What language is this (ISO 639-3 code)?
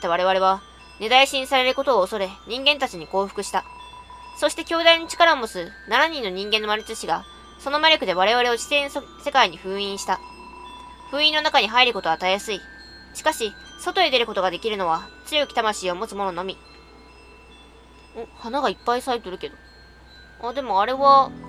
jpn